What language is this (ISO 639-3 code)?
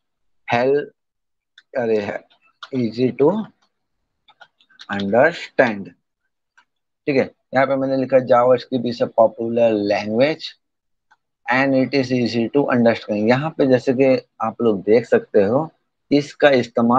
hin